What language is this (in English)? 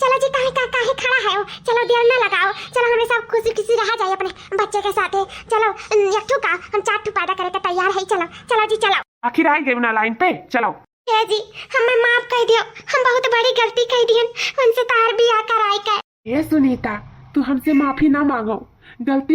Awadhi